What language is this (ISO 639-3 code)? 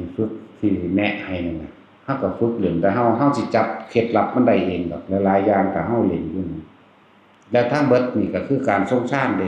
tts